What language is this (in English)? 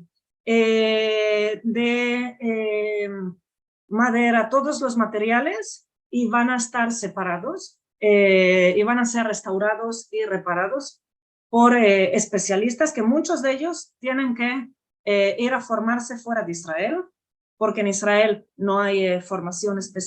Ladino